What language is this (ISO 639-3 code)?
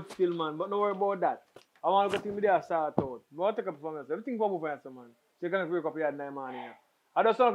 jam